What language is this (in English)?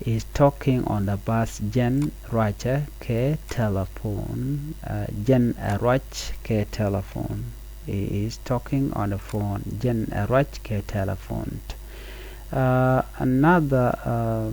Nuer